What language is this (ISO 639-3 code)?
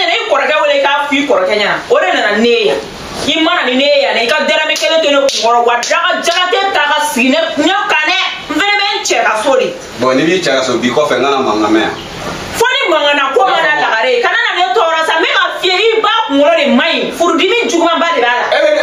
bam